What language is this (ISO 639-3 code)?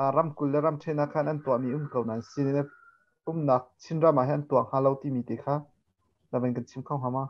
cnh